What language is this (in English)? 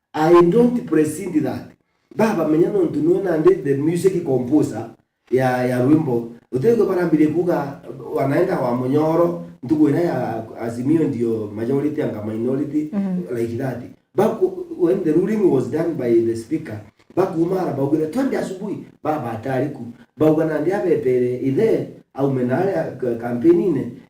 Meru